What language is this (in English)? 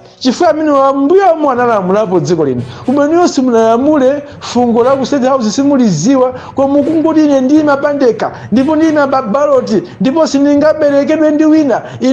Nyanja